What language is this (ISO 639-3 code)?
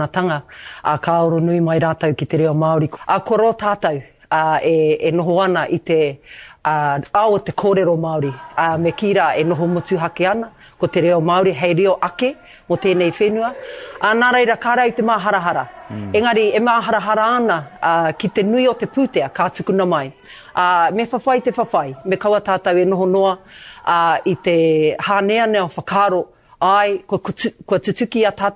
mri